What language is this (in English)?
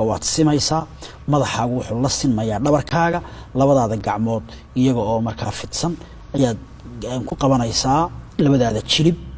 Somali